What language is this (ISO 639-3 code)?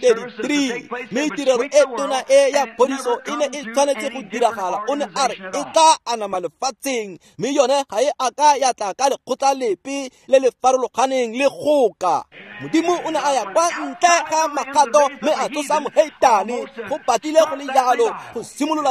tsn